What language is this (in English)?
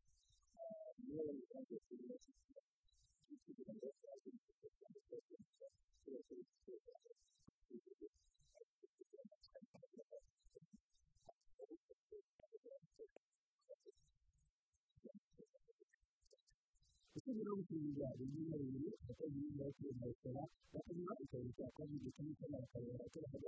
Kinyarwanda